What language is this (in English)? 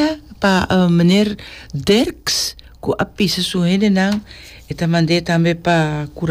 Papiamento